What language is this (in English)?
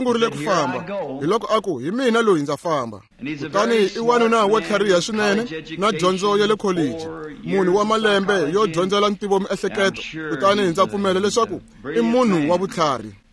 Tsonga